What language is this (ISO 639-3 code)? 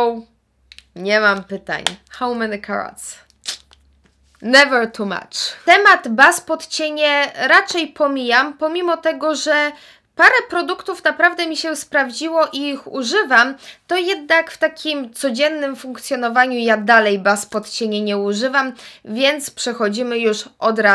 pol